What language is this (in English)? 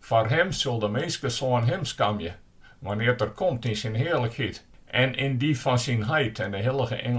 Western Frisian